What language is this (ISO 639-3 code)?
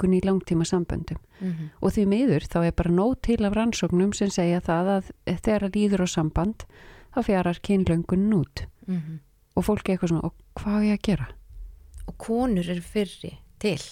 isl